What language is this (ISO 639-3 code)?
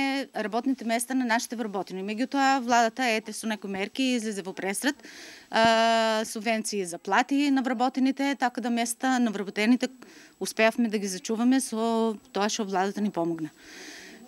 mkd